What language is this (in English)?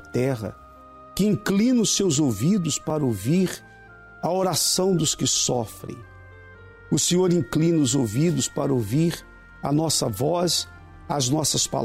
Portuguese